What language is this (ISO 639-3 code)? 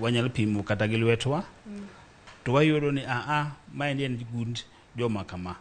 luo